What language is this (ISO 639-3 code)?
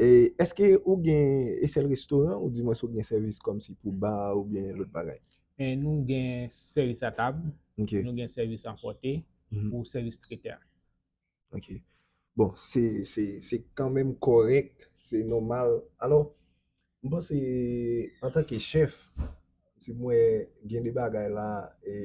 hat